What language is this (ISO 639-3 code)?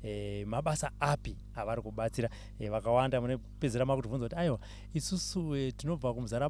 sna